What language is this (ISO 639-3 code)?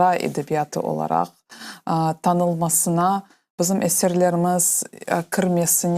crh